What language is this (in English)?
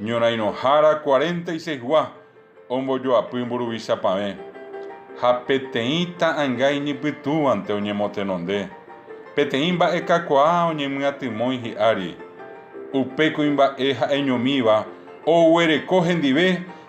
Guarani